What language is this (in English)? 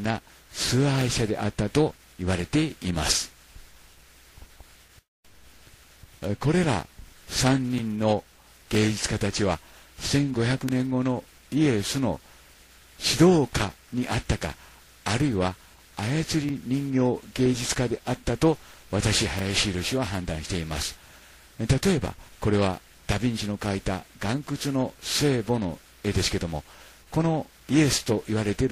Japanese